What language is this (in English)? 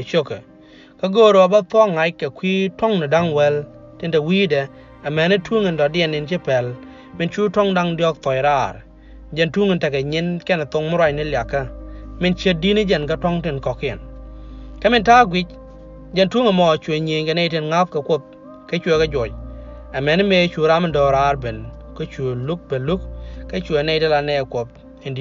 Nuer